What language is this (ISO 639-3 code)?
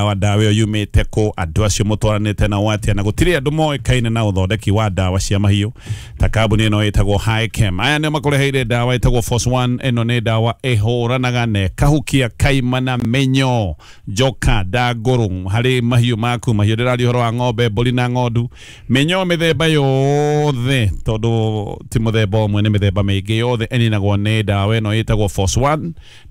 kik